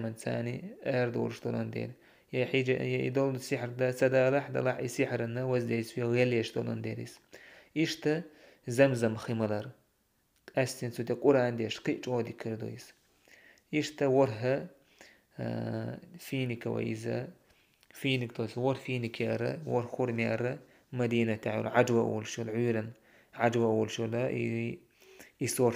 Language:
Chechen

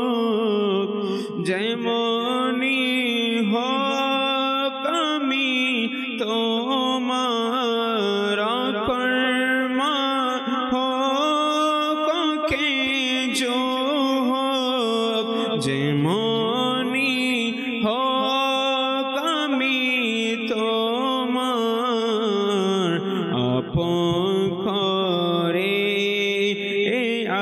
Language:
Bangla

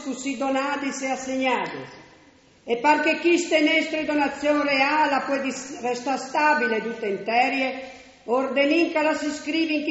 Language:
Friulian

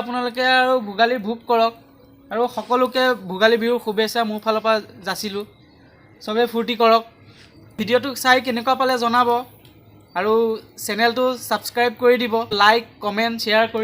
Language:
Assamese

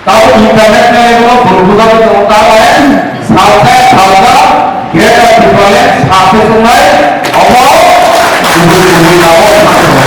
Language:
Kok Borok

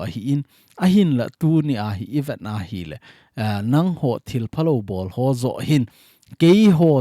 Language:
Thado Chin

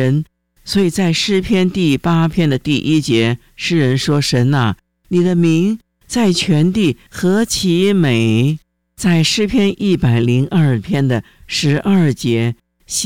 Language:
Chinese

